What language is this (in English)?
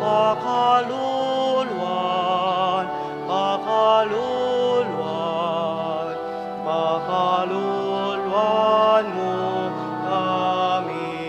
Pampanga